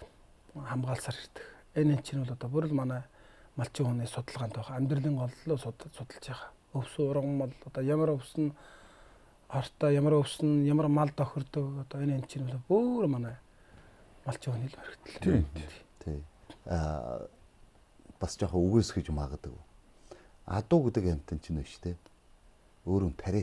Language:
Mongolian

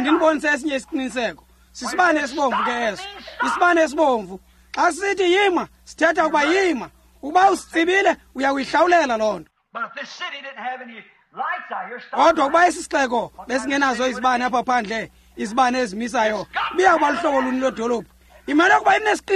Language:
Xhosa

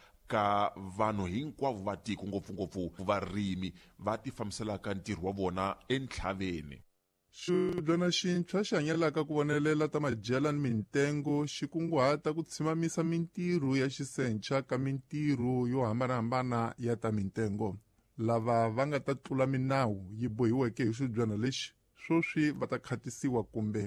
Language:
Tsonga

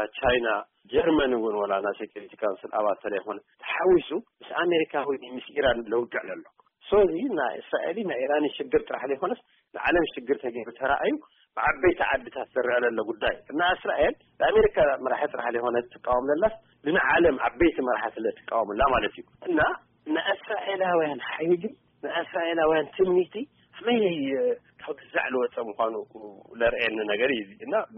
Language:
Tigrinya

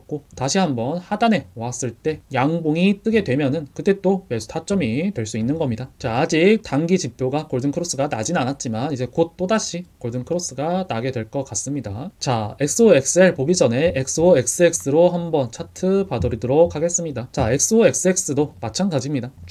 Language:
Korean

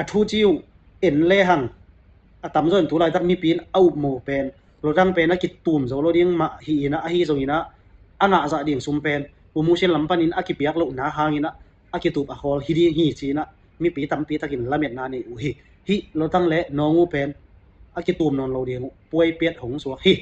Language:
Tedim Chin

